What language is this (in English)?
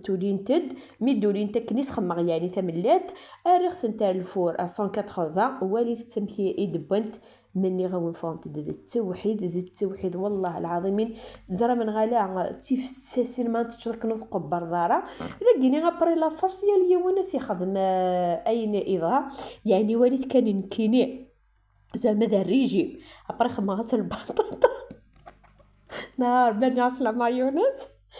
Kabyle